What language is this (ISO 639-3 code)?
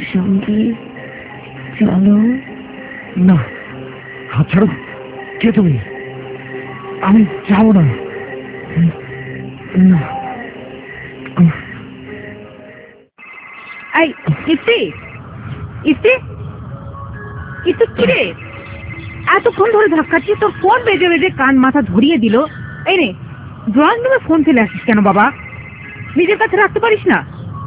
ben